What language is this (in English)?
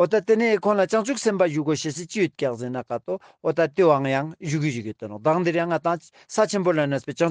Ladakhi